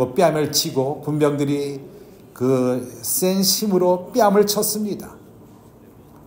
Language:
Korean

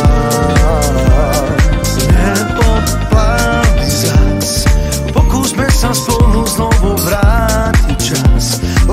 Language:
Czech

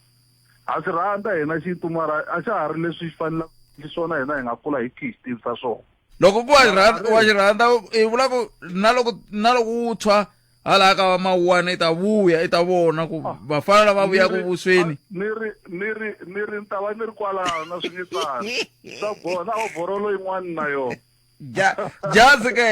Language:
Tsonga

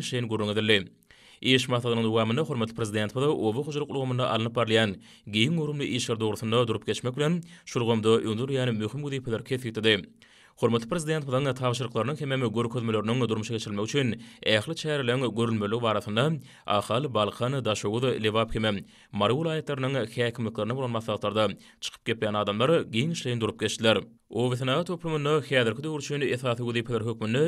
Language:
Turkmen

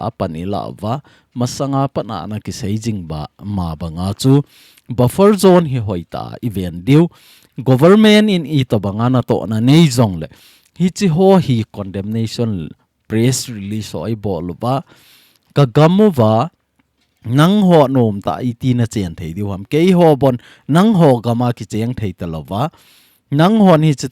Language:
Thado Chin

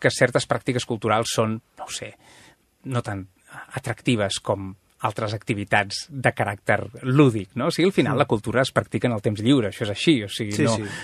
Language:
Catalan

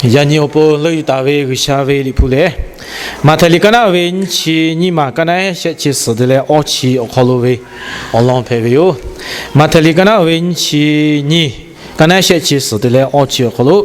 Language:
Lahu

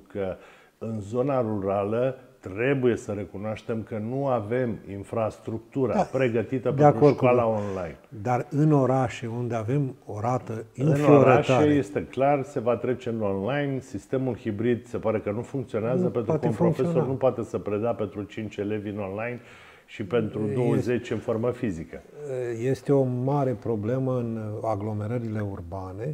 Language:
Romanian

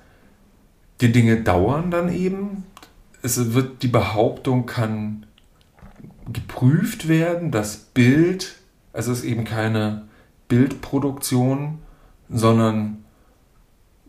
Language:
German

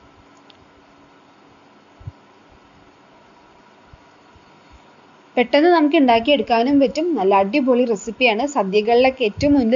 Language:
Malayalam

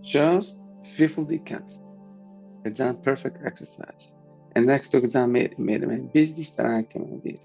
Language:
Yiddish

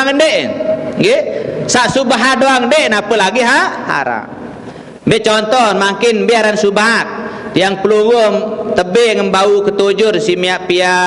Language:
Sasak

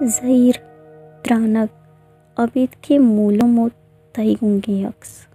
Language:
Baluchi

